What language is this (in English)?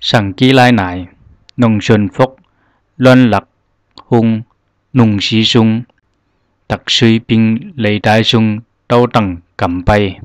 Zhuang